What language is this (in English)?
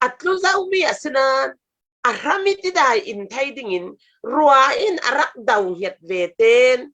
Falam Chin